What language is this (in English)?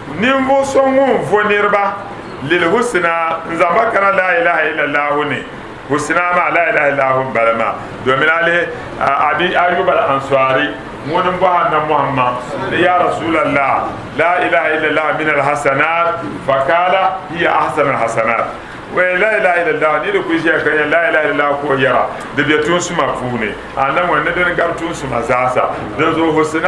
Dagbani